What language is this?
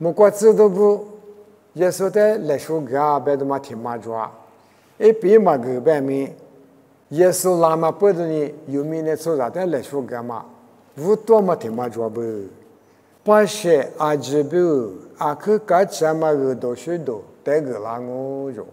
Lisu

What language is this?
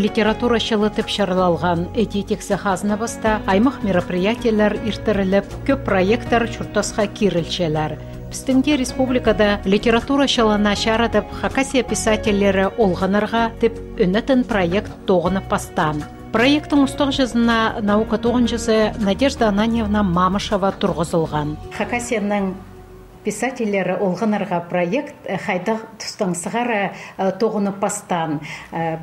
Khakas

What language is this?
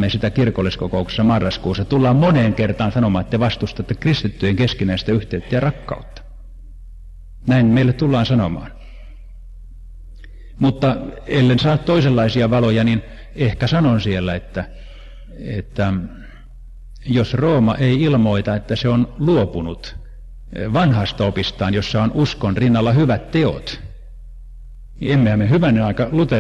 Finnish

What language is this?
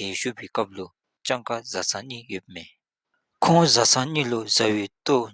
Dzongkha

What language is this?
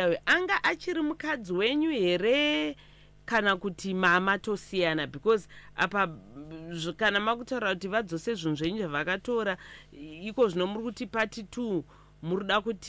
Shona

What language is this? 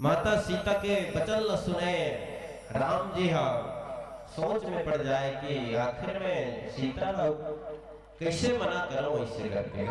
Chhattisgarhi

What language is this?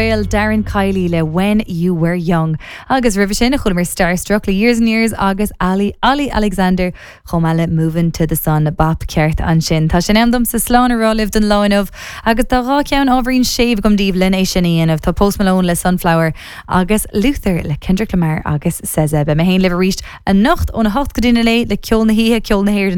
Irish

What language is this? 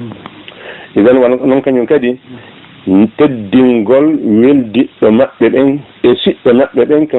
Fula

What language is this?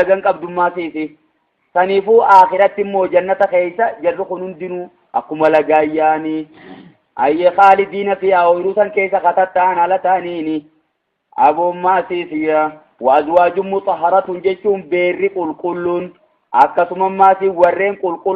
Oromo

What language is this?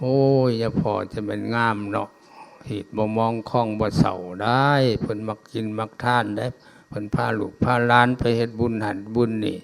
Lao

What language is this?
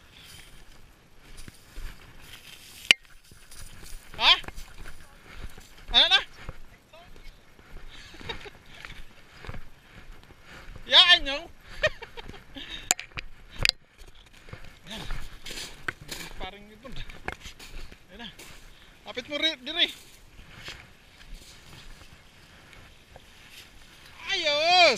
Filipino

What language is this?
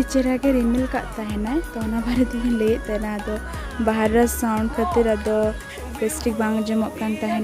Santali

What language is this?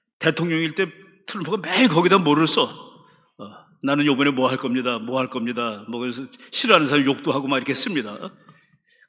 Korean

